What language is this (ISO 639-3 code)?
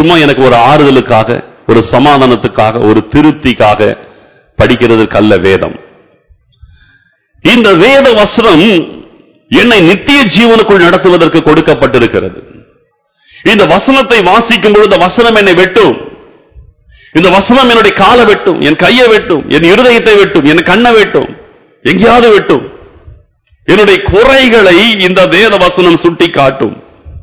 tam